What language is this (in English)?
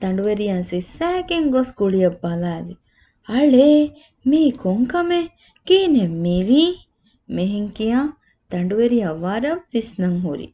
Divehi